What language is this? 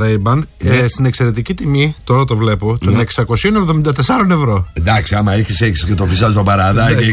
Greek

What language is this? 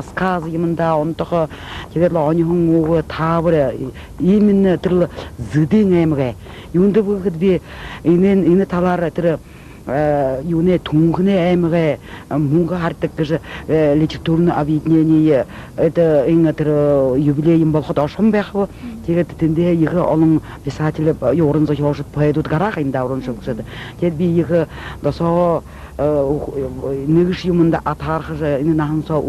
Buriat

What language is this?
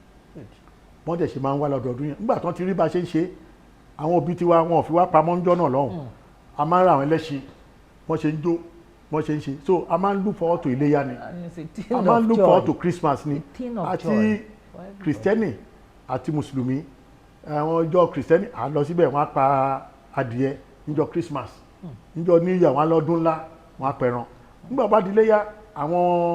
Yoruba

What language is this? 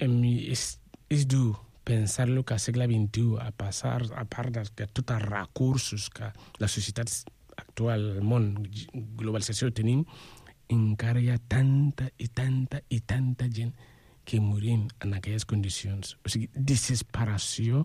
Catalan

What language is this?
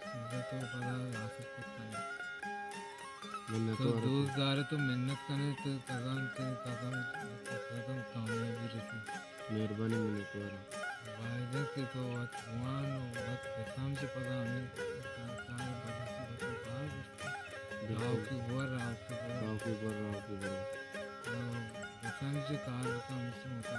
Baluchi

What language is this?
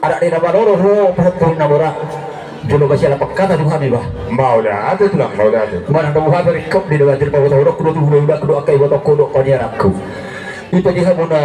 Batak Toba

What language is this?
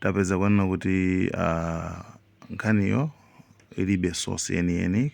Nyanja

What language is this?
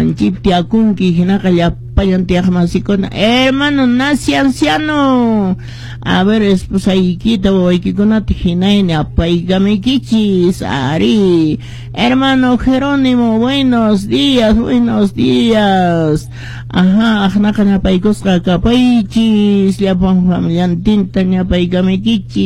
Quechua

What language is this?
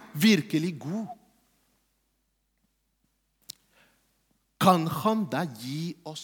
Norwegian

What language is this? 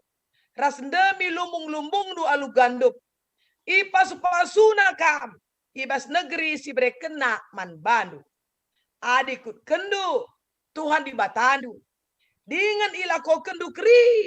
Batak Karo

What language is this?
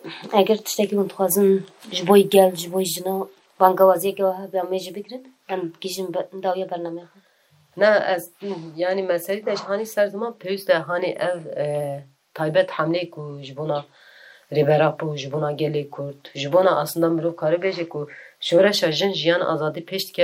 Kurdish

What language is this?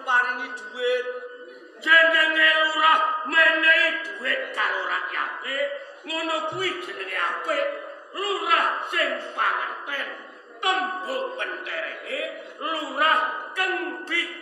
Javanese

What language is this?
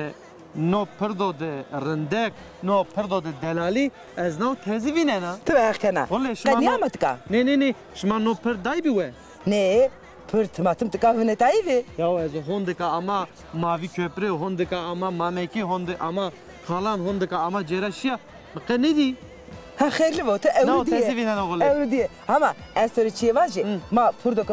Zaza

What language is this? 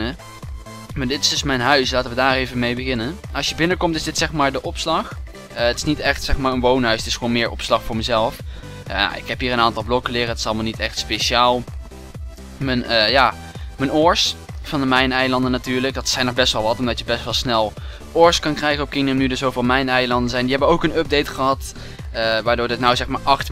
Dutch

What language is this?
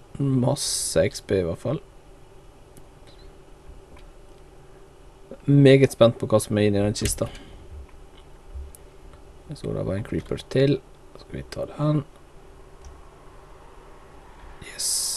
Norwegian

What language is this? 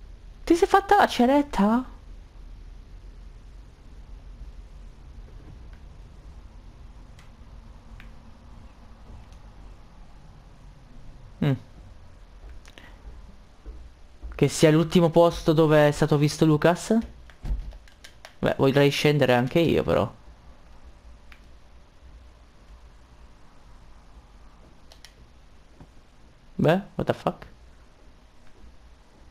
Italian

